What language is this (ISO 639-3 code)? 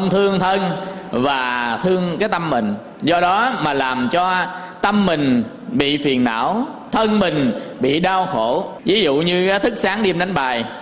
vie